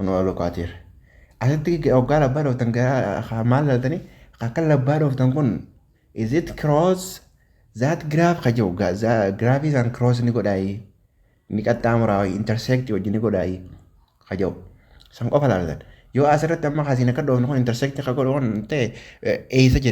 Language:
Oromo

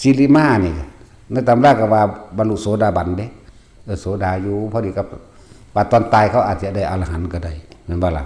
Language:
Northeastern Thai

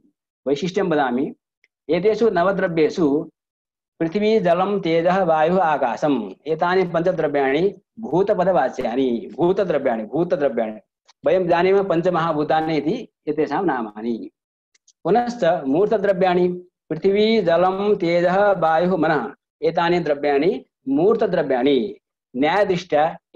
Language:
Sanskrit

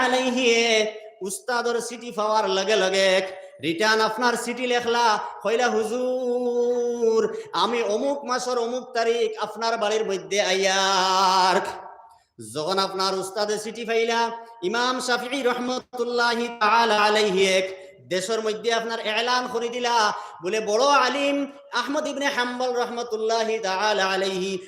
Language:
Sylheti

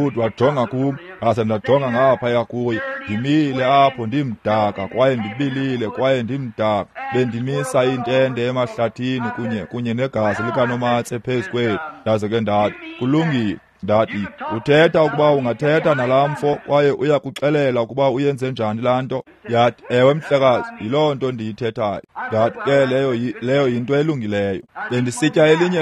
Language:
Xhosa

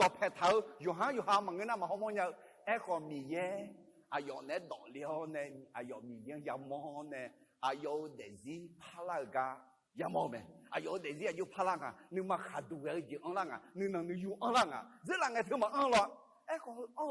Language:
Akha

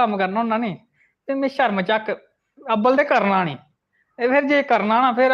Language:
Dogri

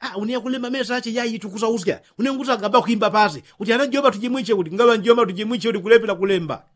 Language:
Yao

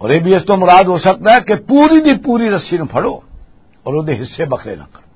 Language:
Western Panjabi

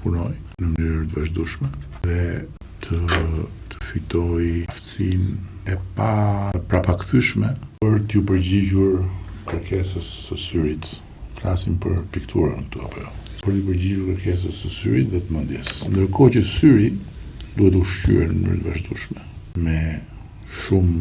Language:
Albanian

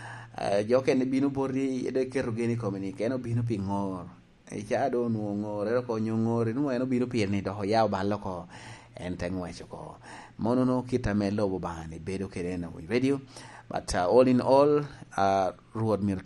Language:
Lango (Uganda)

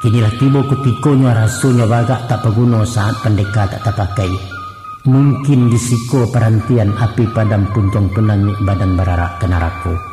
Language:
Minangkabau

